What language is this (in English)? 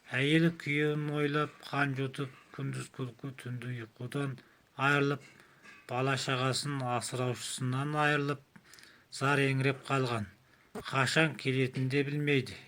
Kazakh